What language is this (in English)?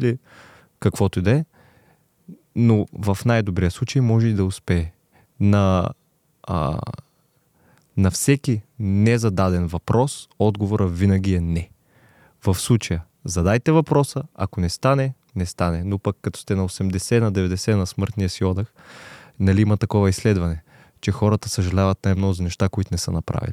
Bulgarian